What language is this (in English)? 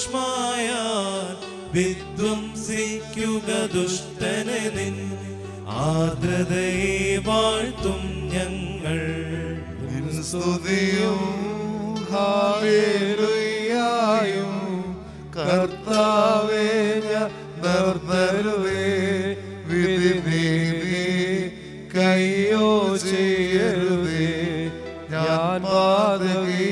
Malayalam